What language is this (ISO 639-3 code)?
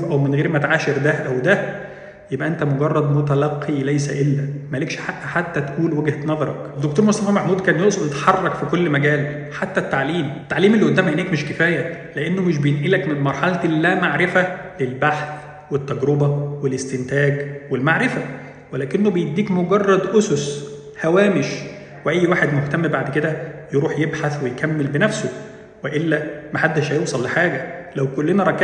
arz